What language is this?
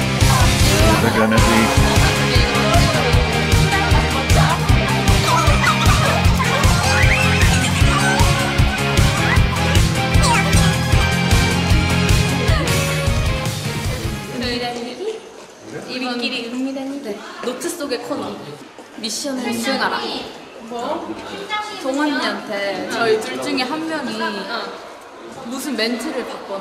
Korean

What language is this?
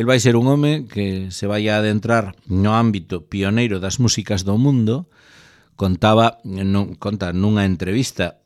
Galician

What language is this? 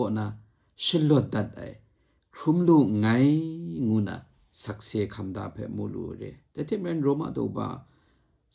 Kachin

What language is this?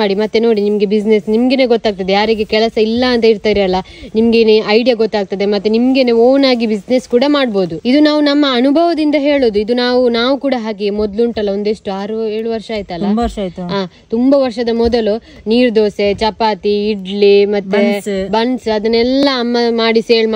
Kannada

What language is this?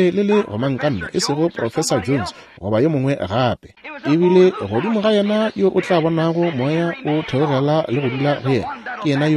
Northern Sotho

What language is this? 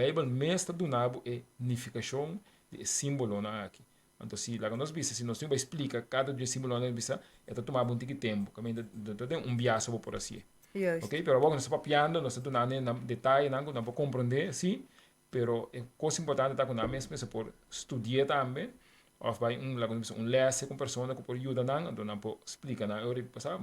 Papiamento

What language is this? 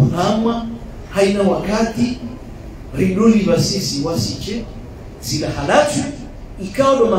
Swahili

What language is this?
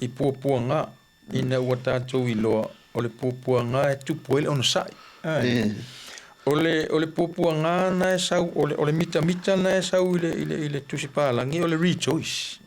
Samoan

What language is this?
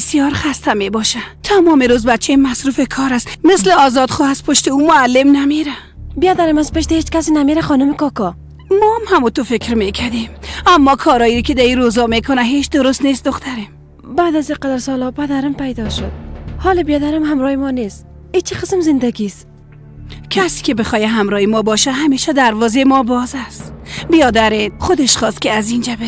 Persian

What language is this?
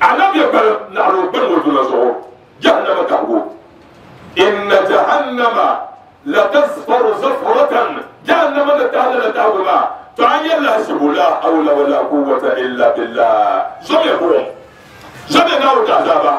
Dagbani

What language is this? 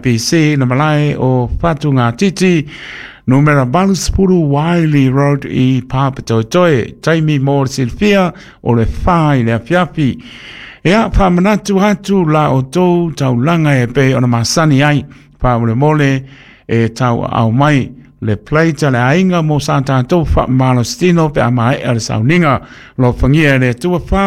Samoan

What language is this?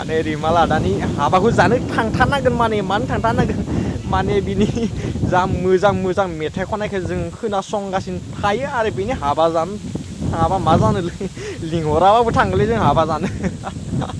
Bodo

